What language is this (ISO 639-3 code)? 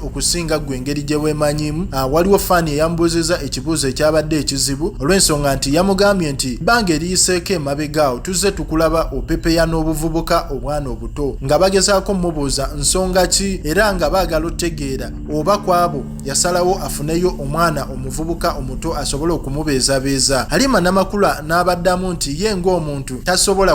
lug